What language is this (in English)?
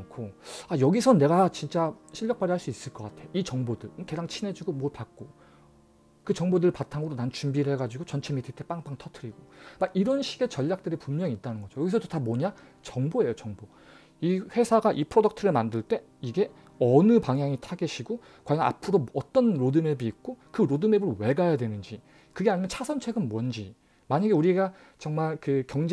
Korean